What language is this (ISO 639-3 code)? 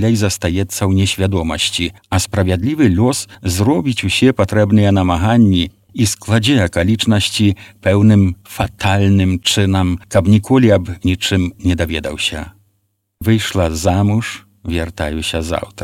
bel